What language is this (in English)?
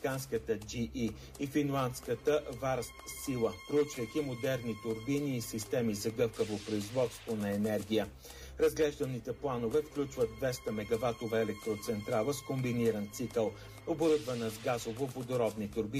Bulgarian